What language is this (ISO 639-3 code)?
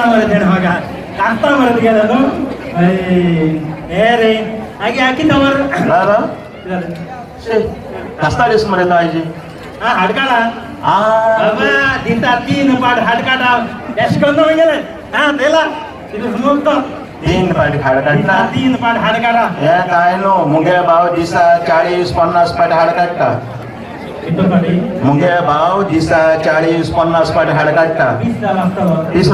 kok